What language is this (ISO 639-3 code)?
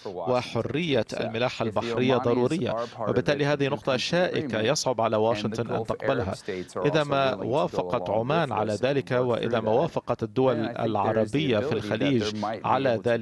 ara